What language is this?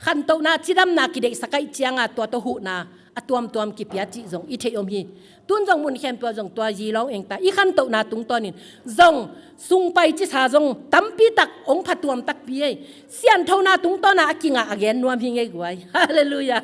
Tedim Chin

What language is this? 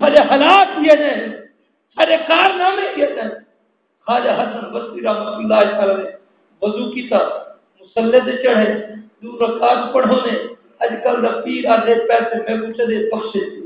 Saraiki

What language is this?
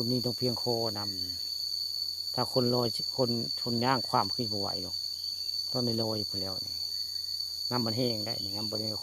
Northeastern Thai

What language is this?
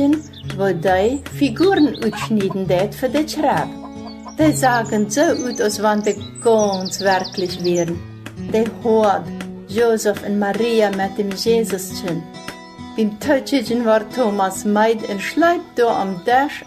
Plautdietsch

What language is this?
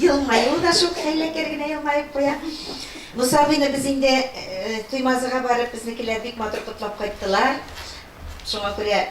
Tatar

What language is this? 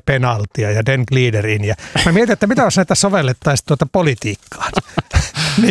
Finnish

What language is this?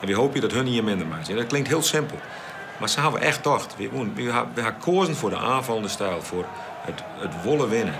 Western Frisian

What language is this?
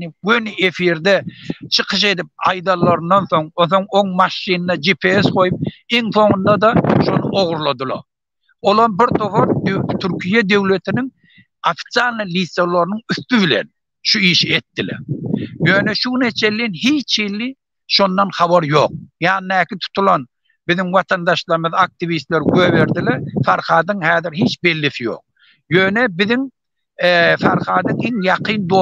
Turkmen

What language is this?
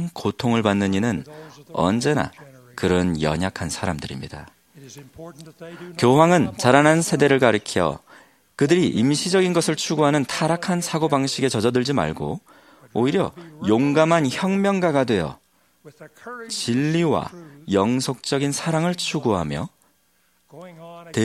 Korean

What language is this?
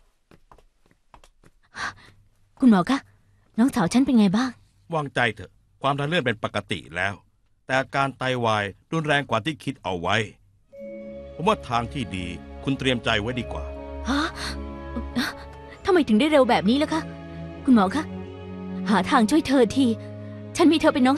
Thai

